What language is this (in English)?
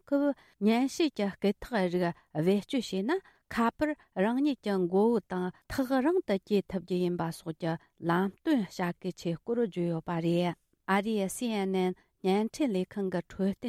Tibetan